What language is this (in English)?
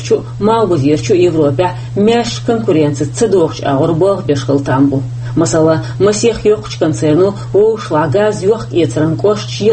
Chechen